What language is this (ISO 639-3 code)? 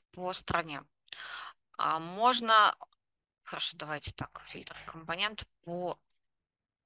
rus